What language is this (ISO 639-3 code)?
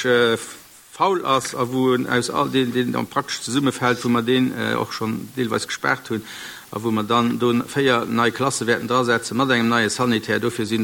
ltz